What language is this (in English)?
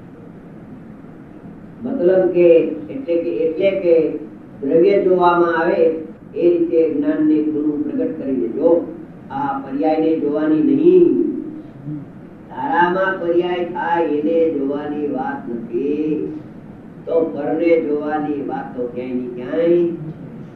Gujarati